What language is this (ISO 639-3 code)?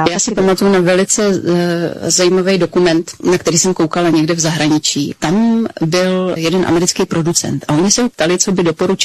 ces